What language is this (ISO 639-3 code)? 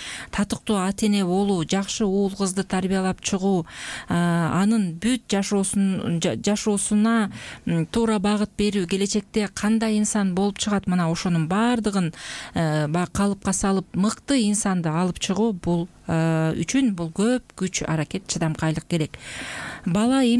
kir